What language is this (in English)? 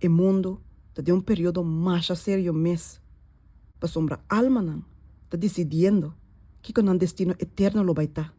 Papiamento